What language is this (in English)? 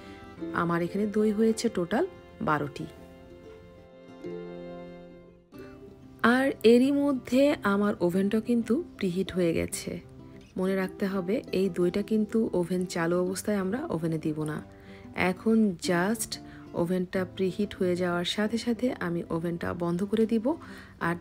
Bangla